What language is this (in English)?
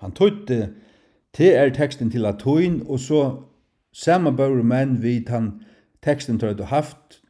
Faroese